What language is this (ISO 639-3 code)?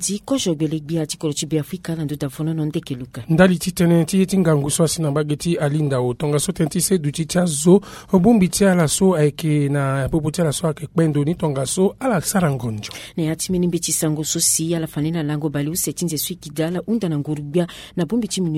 sag